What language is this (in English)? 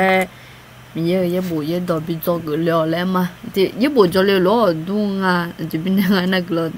Akha